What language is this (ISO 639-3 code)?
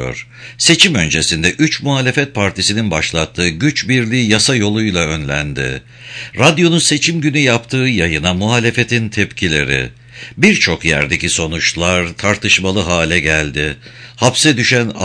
tur